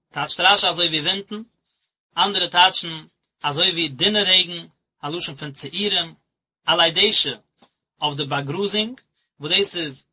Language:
Yiddish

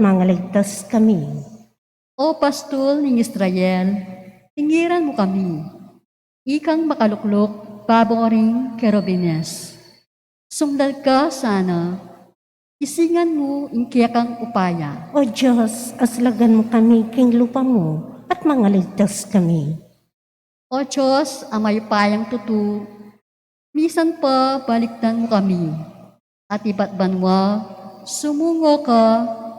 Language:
Pampanga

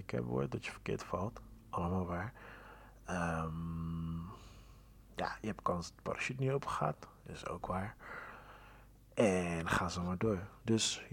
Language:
Dutch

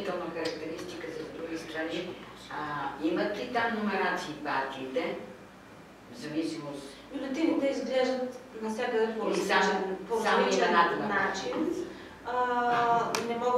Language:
Bulgarian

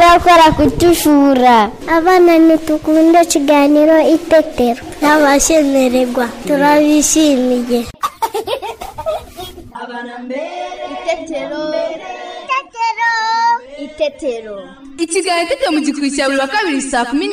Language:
Kinyarwanda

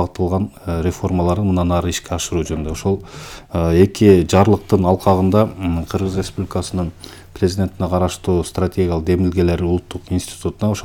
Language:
Kyrgyz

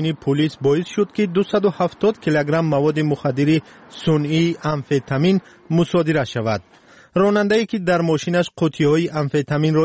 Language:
Persian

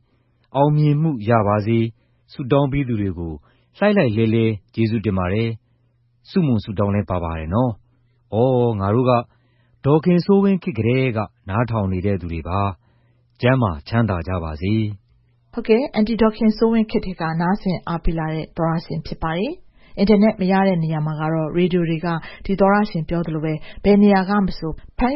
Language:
Burmese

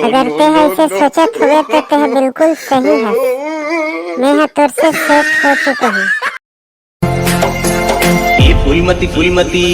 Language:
Chhattisgarhi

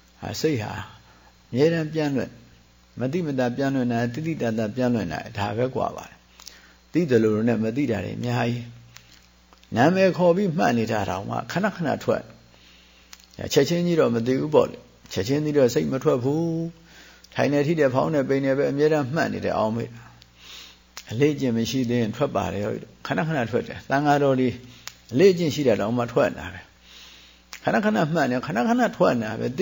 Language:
Burmese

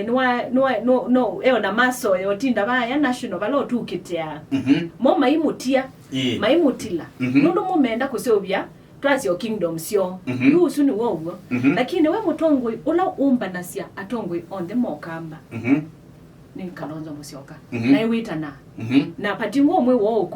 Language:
Kamba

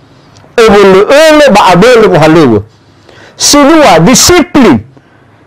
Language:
Nias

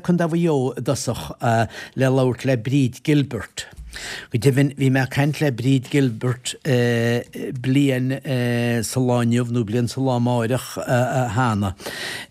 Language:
Irish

